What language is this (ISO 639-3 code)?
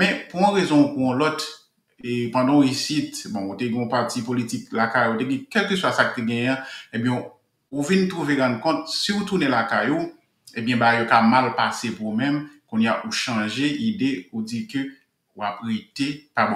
hat